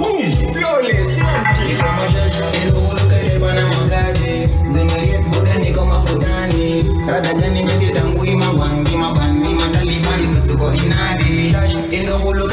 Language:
Swahili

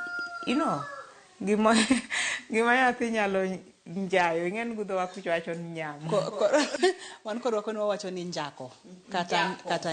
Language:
Luo (Kenya and Tanzania)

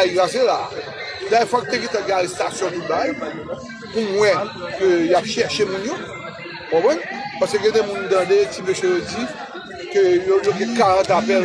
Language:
Haitian Creole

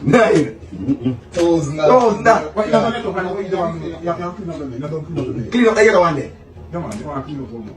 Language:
Jamaican Creole English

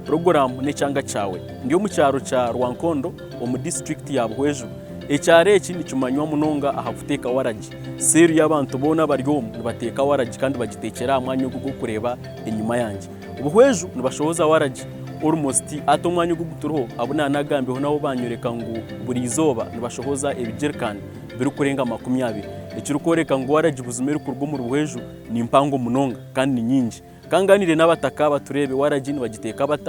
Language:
Nyankole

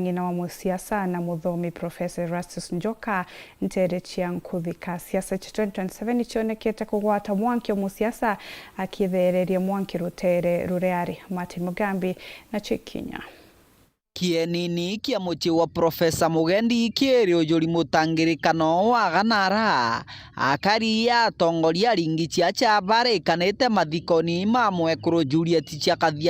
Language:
Meru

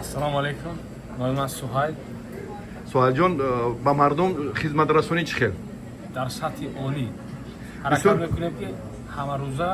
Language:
Tajik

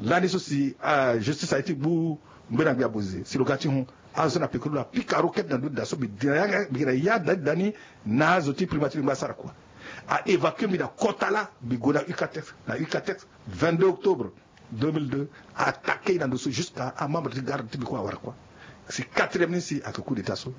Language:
Sango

